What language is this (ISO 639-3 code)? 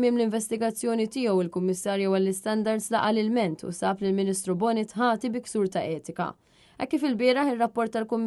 mlt